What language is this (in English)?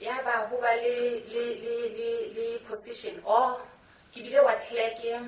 Southern Sotho